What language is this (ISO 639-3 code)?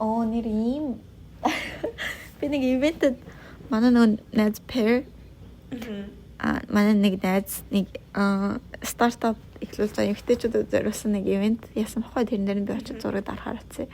mon